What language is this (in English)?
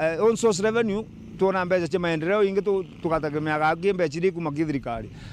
Meru